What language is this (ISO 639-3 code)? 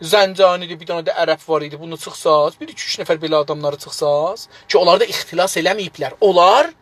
azb